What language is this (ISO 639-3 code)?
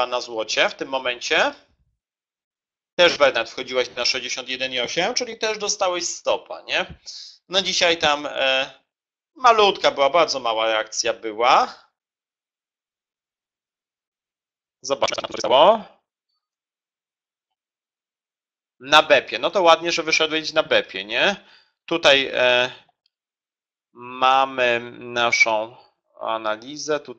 pol